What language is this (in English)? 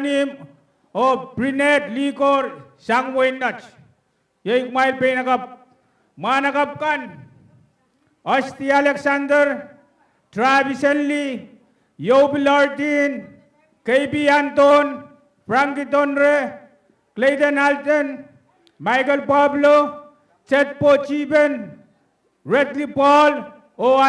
Pohnpeian